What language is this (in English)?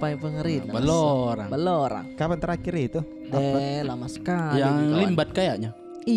Makassar Malay